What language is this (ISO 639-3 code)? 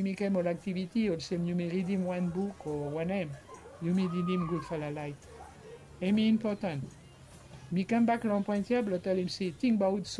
bis